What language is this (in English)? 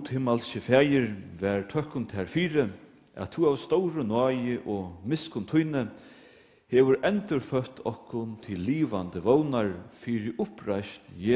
Faroese